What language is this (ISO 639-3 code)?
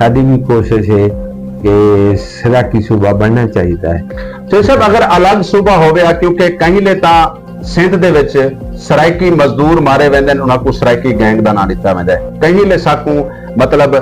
skr